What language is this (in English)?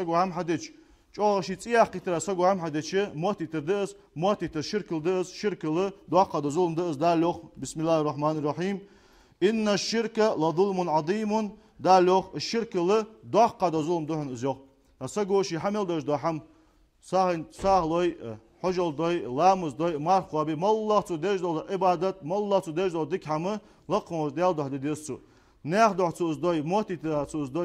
Ingush